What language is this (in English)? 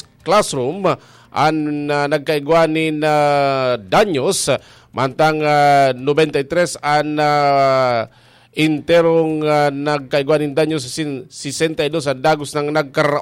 Bikol